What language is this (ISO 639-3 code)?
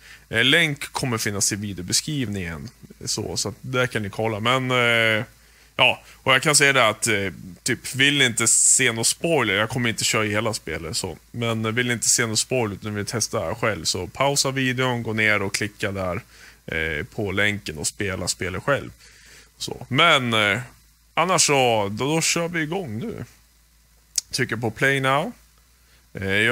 swe